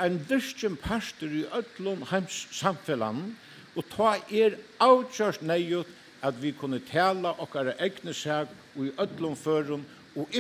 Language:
Faroese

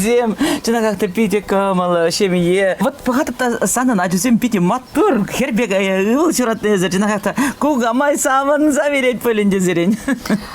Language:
Chuvash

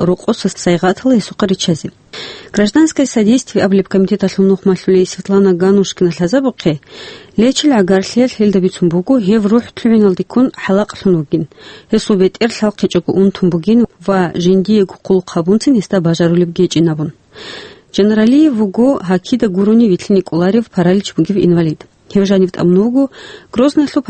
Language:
Avaric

